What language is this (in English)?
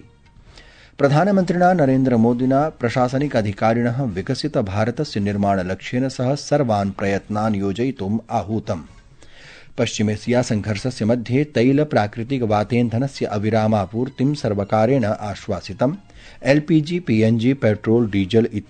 Sanskrit